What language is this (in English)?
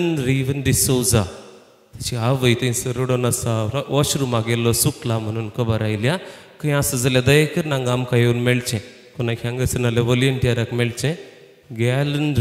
Konkani